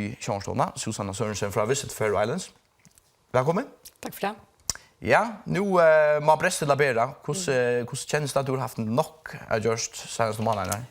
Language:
Faroese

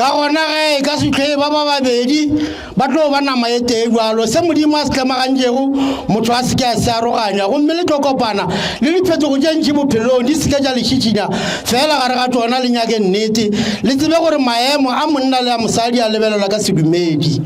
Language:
Northern Sotho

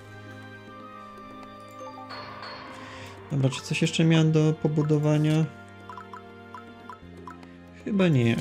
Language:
Polish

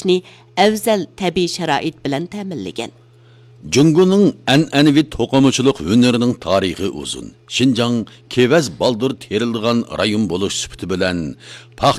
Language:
Uyghur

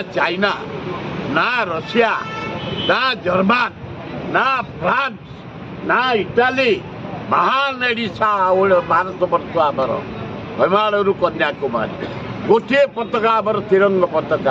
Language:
Odia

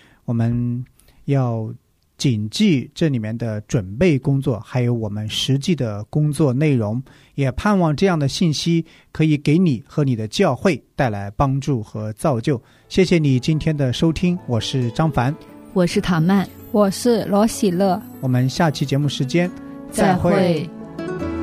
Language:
Chinese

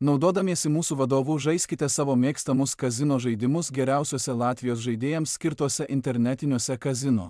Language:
Lithuanian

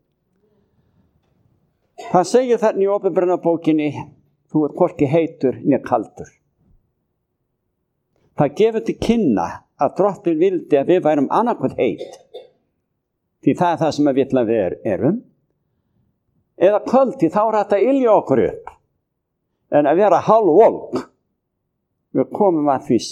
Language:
Icelandic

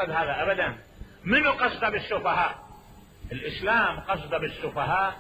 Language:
Mesopotamian Arabic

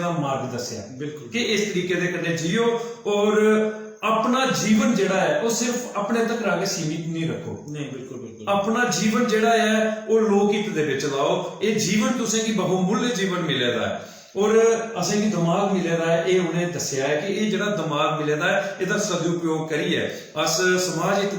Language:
Dogri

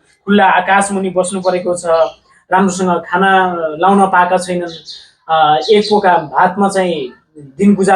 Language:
Nepali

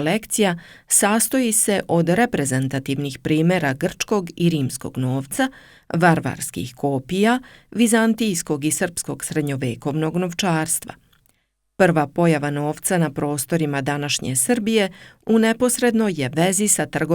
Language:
Serbian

